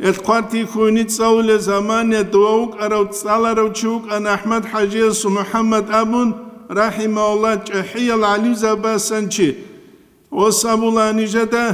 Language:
Avaric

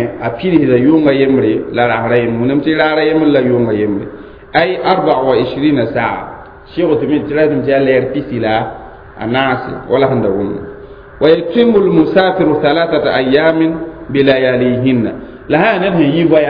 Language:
Mossi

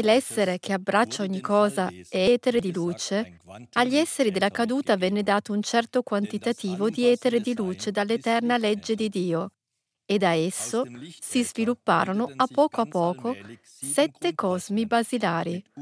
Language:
Italian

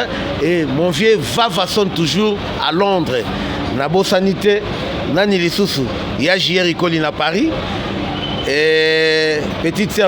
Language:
Lingala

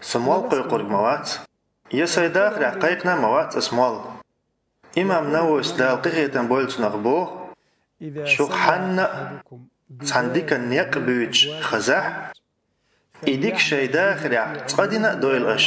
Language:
Chechen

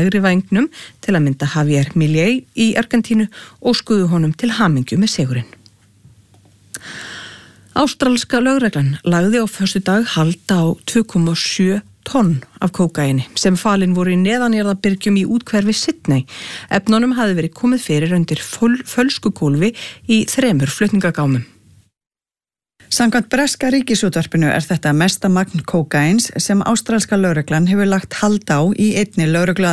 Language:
Icelandic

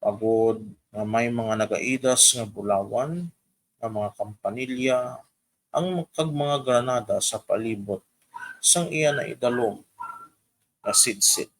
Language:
Hiligaynon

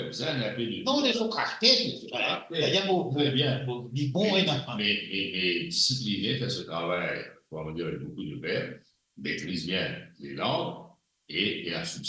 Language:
Morisyen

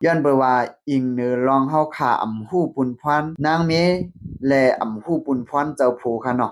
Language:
Shan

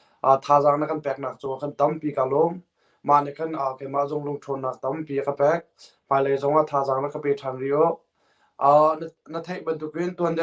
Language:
Hakha Chin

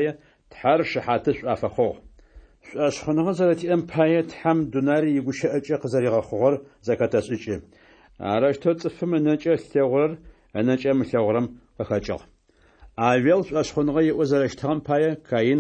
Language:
Adyghe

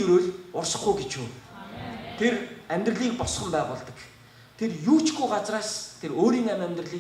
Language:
Mongolian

